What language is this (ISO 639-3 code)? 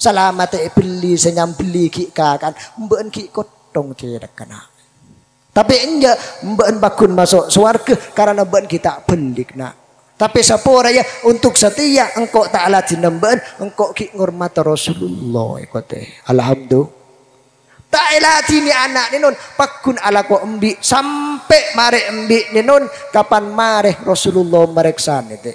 mad